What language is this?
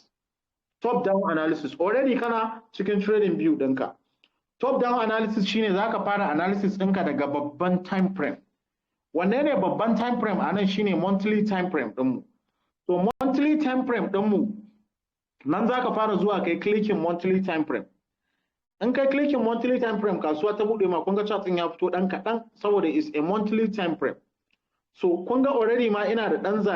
Hausa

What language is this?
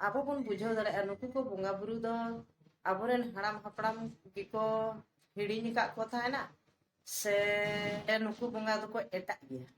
Santali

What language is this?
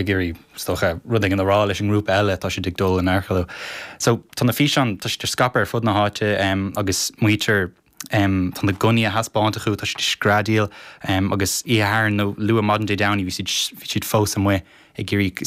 Irish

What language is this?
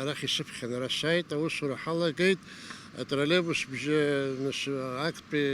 Abkhazian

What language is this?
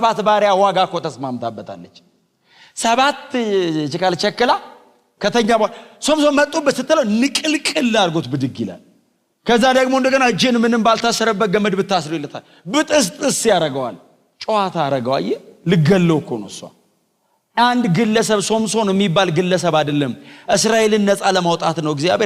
Amharic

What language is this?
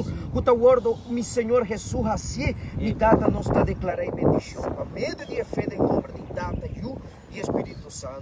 Papiamento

